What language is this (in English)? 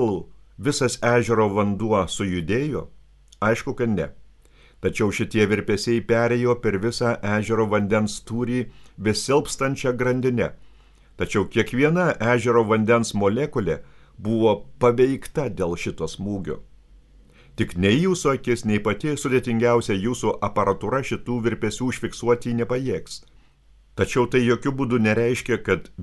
Lithuanian